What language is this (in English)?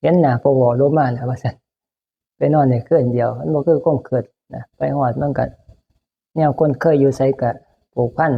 Northeastern Thai